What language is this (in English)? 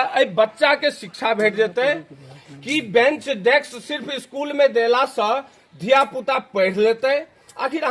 Maithili